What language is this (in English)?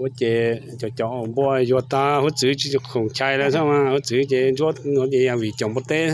Hmong